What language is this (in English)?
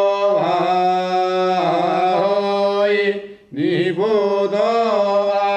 Sanskrit